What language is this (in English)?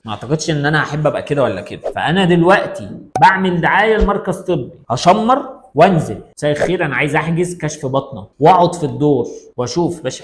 Egyptian Arabic